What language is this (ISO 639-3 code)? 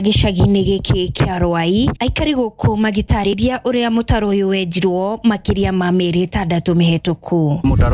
kik